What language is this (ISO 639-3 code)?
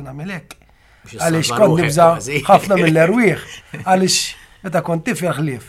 mlt